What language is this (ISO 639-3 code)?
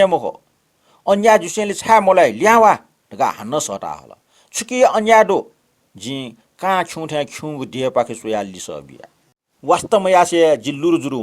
new